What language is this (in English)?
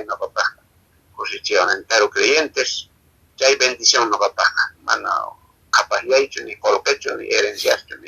Quechua